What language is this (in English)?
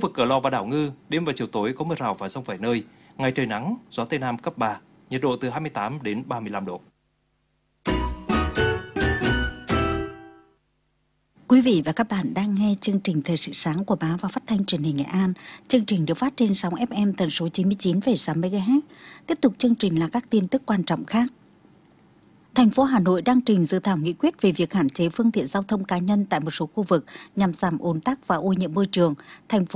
Vietnamese